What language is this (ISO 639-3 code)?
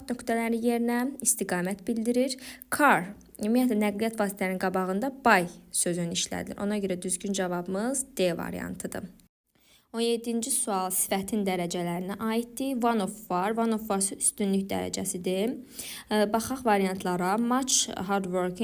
aze